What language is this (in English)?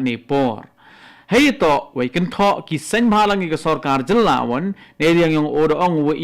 Khasi